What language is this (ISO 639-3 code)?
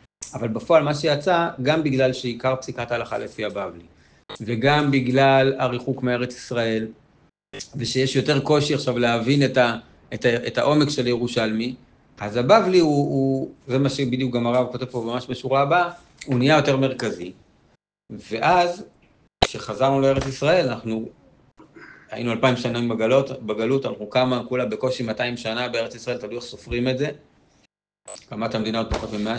heb